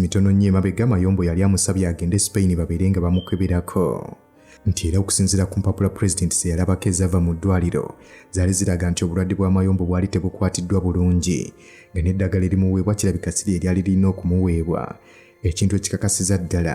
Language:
Ganda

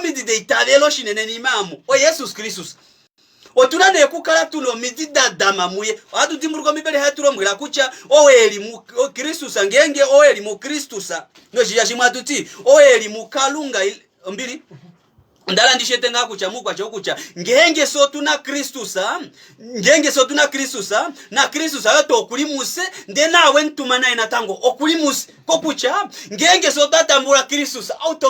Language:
Kuanyama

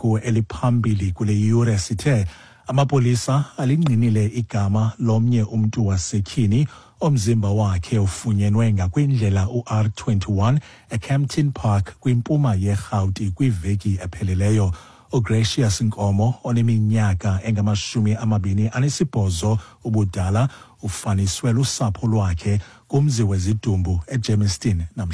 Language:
Xhosa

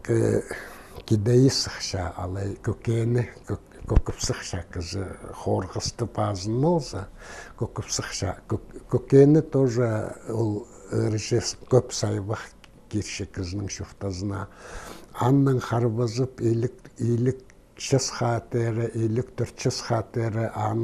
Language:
Khakas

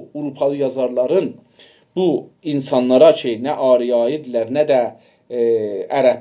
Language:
South Azerbaijani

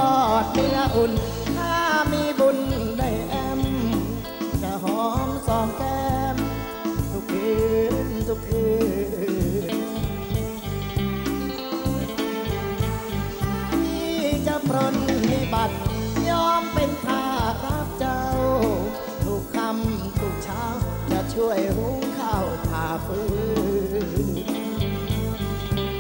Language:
Thai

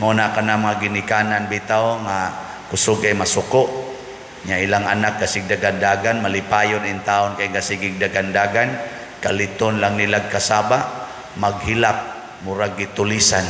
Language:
Cebuano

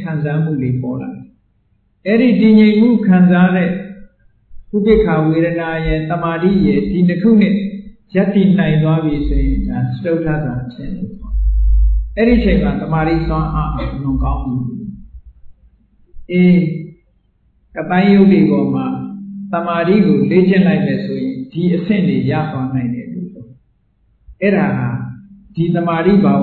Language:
Burmese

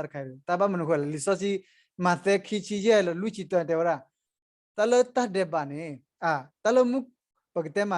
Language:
S'gaw Karen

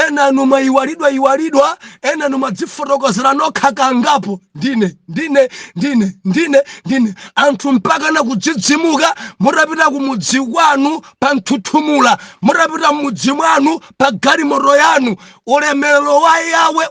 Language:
Nyanja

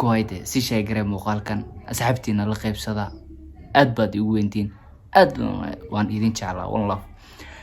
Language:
Somali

